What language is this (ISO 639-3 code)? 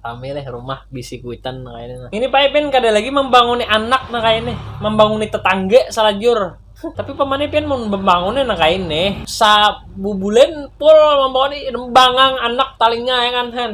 bjn